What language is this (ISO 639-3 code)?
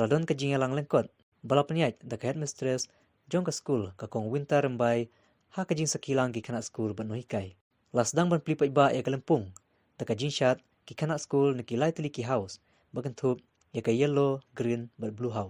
kha